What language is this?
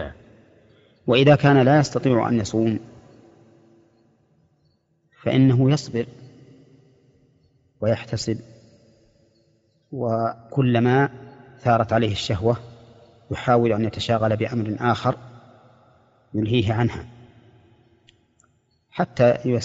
Arabic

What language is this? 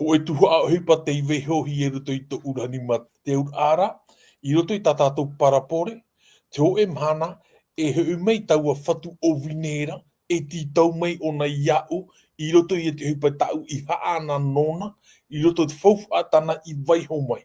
Tahitian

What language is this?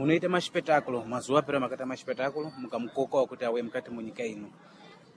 Sena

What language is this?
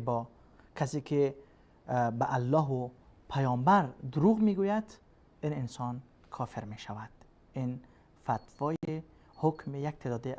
Persian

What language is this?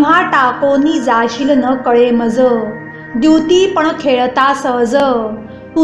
Marathi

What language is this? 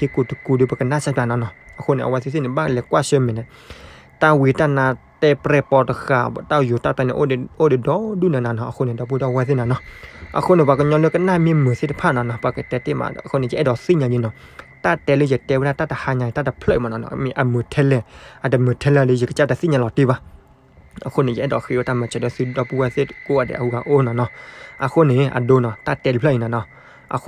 S'gaw Karen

